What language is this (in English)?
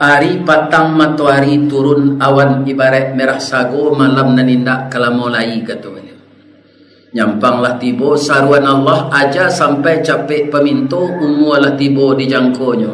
Minangkabau